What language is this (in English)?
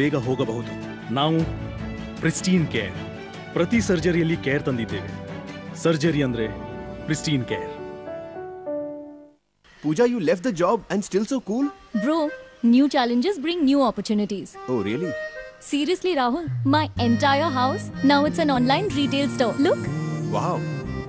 Kannada